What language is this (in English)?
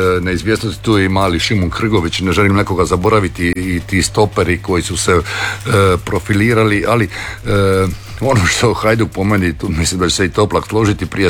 Croatian